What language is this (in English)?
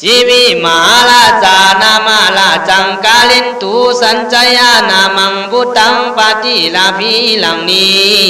Khün